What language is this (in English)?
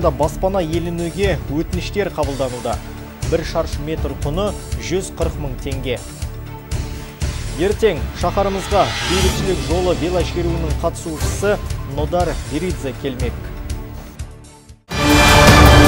Kazakh